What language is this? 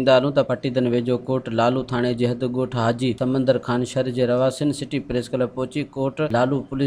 Sindhi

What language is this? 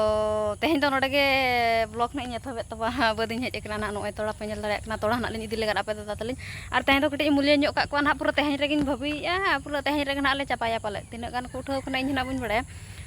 Santali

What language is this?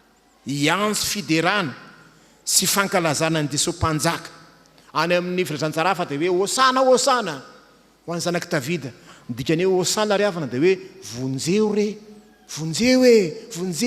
Malagasy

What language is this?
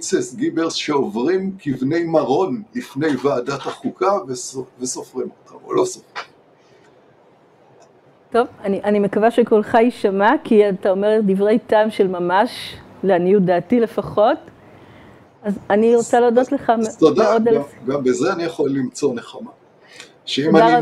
Hebrew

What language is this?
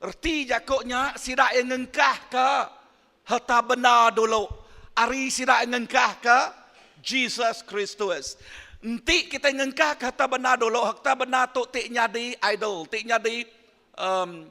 Iban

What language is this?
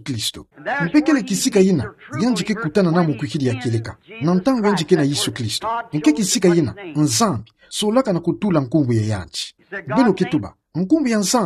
Kituba (Democratic Republic of Congo)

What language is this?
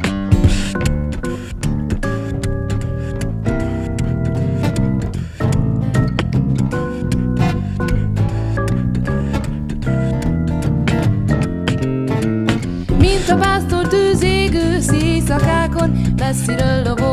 Hungarian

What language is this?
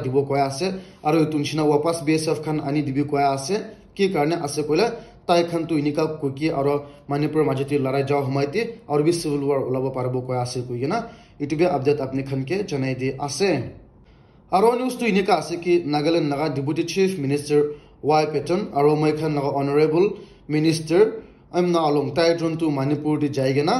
Naga Pidgin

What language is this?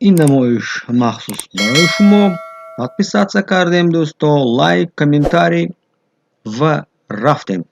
Tajik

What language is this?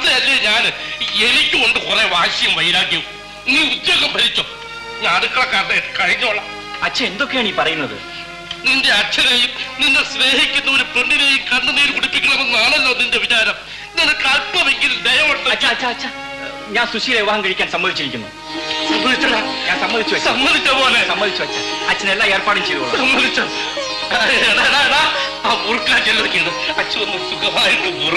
Malayalam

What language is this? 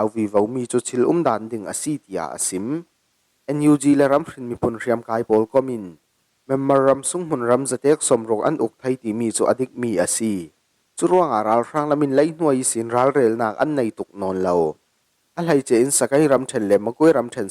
Falam Chin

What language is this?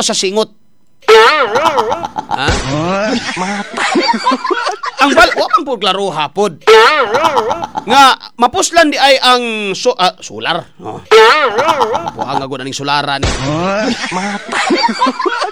Cebuano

